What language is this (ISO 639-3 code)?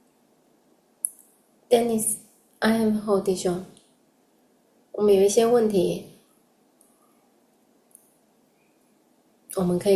zho